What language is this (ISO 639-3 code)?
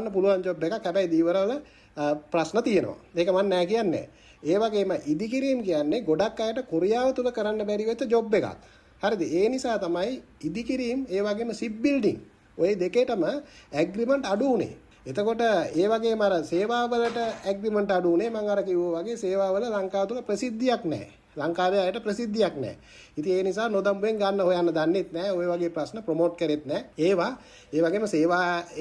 sin